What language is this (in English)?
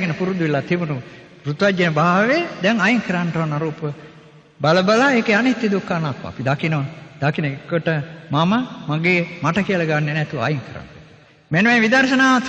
Sinhala